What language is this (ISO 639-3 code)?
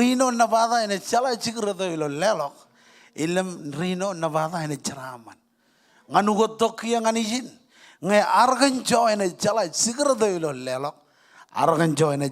mah